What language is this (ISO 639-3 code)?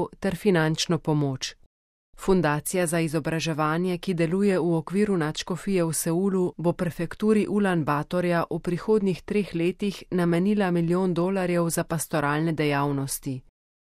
slv